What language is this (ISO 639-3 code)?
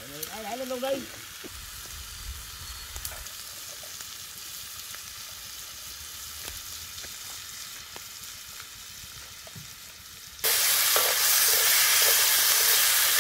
vie